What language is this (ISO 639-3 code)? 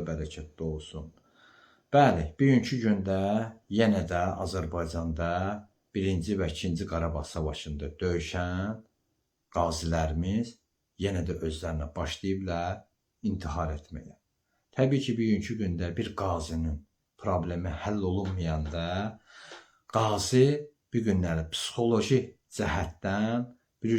aze